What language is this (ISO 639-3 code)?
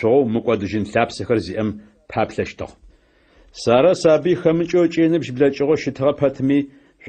ady